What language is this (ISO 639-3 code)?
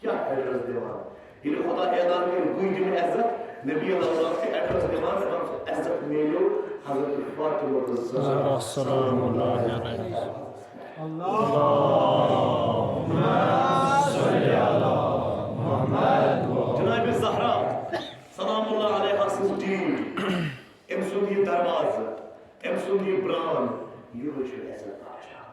kas